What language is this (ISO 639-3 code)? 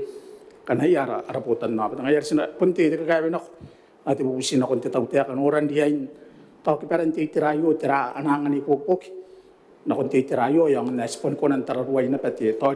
gil